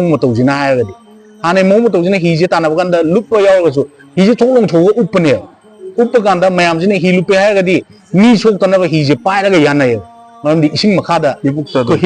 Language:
Manipuri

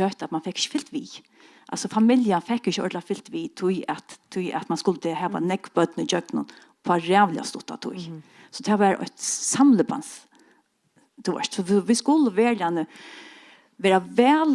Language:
Faroese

